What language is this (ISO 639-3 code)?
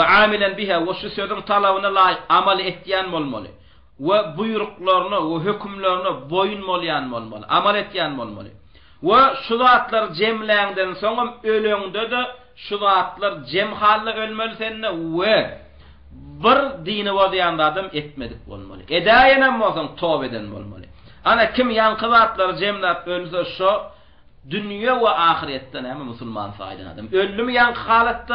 tuk